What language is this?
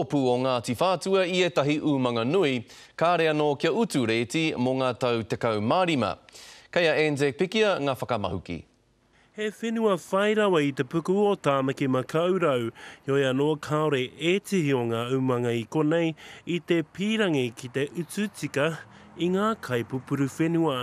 Māori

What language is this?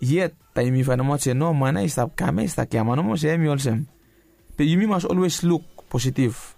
Bislama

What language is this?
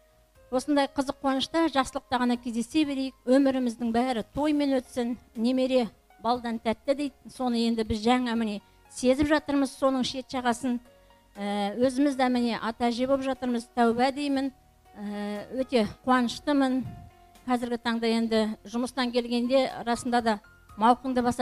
Kazakh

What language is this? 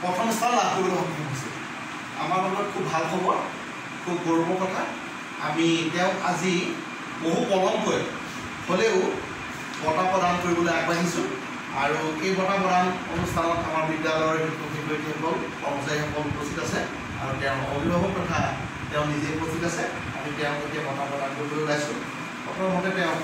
Assamese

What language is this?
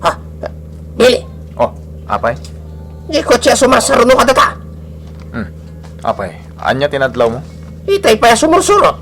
Iloko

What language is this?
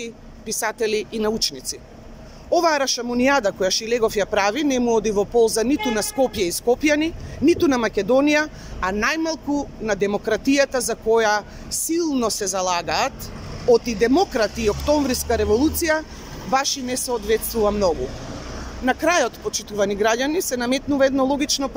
Macedonian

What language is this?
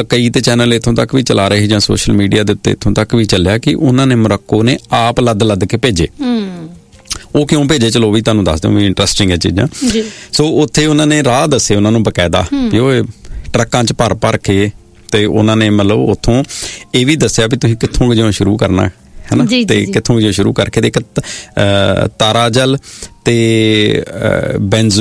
Punjabi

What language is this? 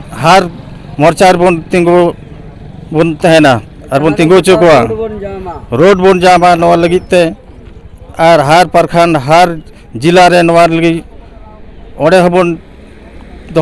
Santali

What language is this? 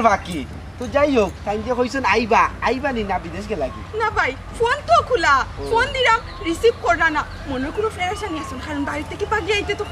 Sylheti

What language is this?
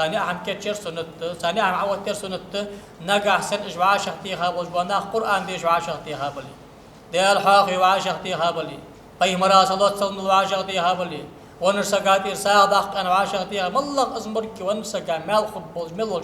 Ingush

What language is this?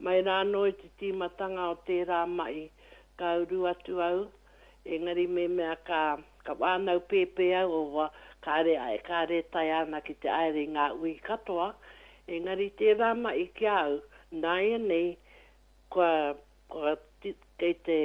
Māori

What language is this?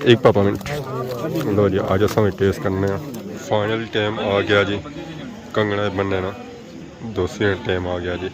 Pahari-Potwari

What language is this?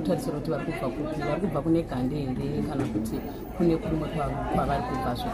Shona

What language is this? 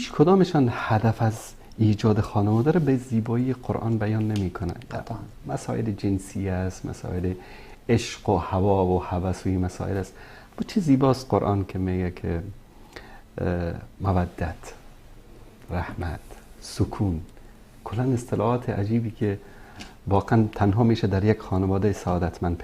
Persian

